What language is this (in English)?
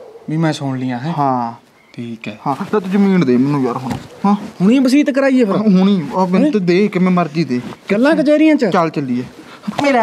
Punjabi